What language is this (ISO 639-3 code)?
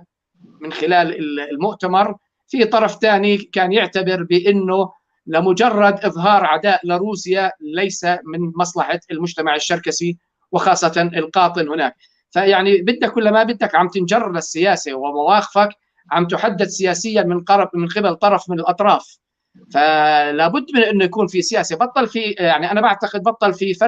apc